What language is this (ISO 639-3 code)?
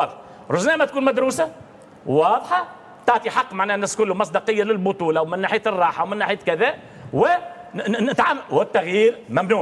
aeb